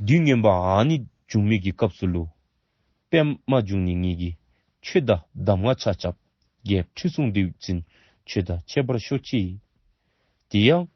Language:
Dzongkha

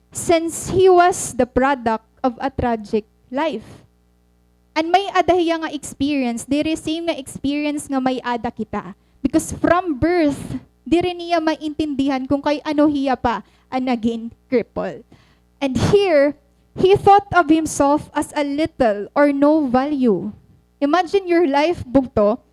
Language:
Waray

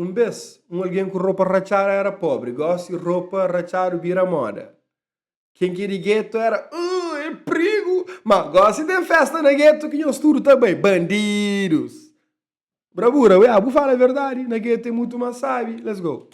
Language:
Kabuverdianu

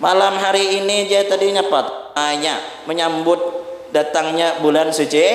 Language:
Banjar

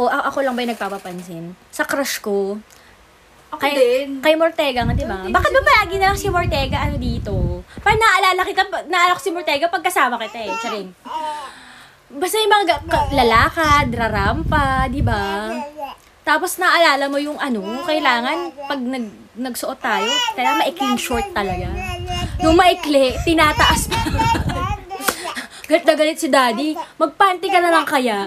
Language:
Filipino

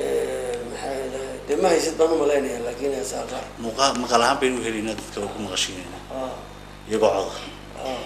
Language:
Somali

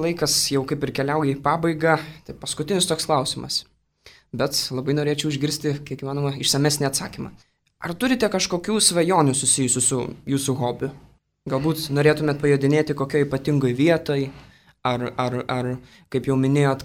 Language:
Lithuanian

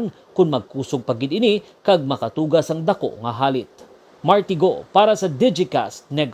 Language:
Hiligaynon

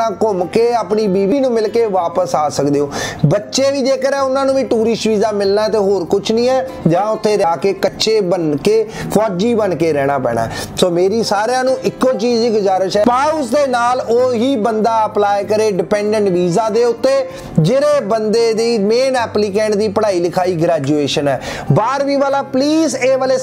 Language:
Punjabi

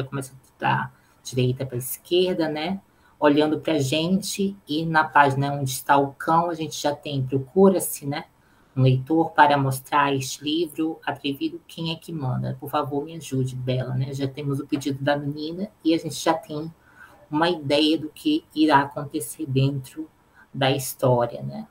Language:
Portuguese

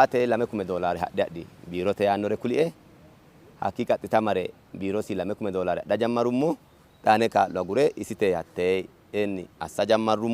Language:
Sidamo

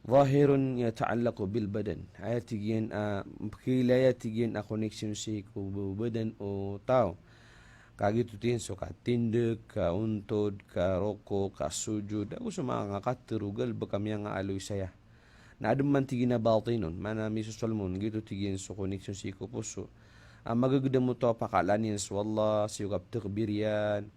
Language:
Maranao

